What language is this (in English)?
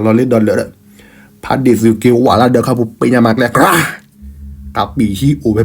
S'gaw Karen